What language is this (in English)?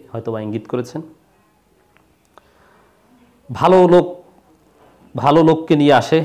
Bangla